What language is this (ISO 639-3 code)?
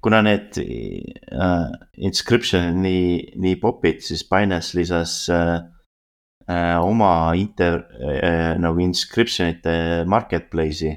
est